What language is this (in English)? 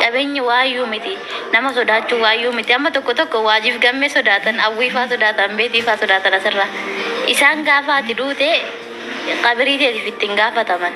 Oromo